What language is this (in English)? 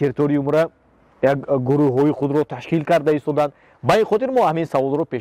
Tajik